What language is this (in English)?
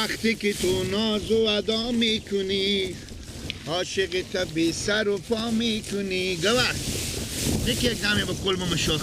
Persian